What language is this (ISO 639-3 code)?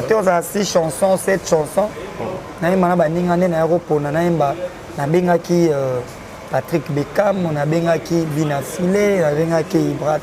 lin